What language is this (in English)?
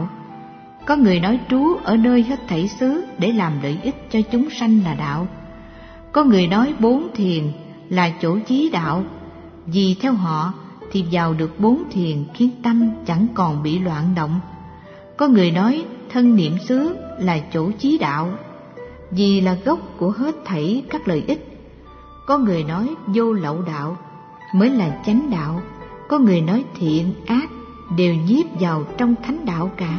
Vietnamese